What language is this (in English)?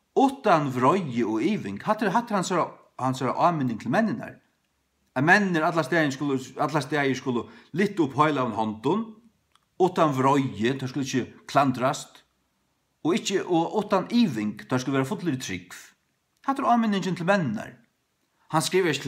Faroese